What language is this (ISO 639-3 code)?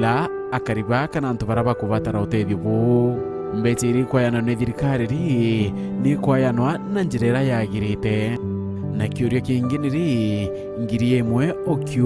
mer